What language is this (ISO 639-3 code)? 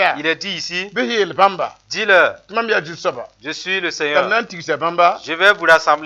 mos